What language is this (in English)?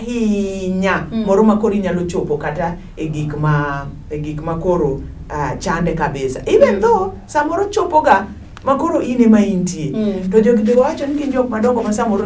Luo (Kenya and Tanzania)